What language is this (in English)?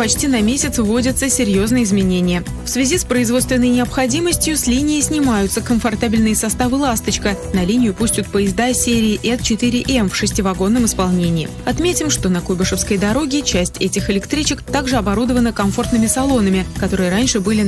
Russian